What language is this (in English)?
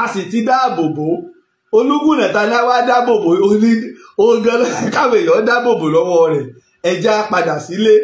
Yoruba